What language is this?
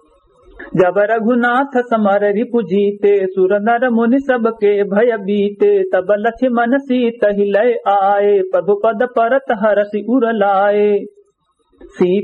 Awadhi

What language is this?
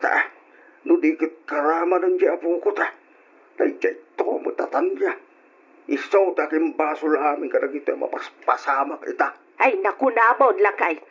Iloko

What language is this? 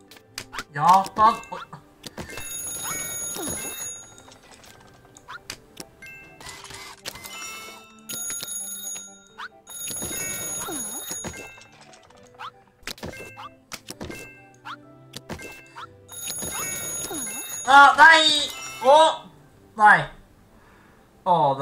Norwegian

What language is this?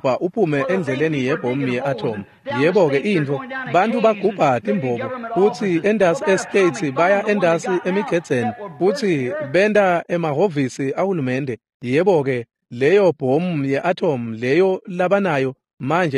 Swati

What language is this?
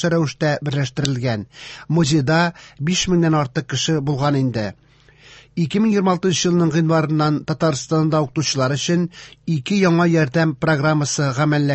Tatar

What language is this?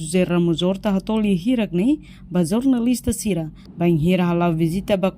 Tetum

